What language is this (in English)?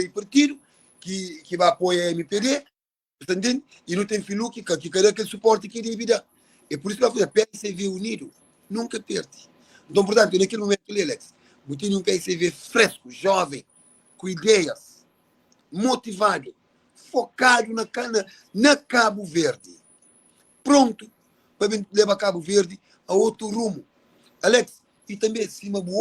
Kabuverdianu